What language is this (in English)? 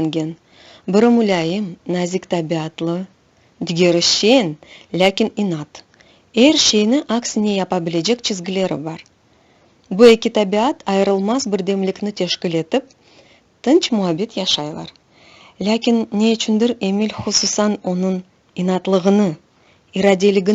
Crimean Tatar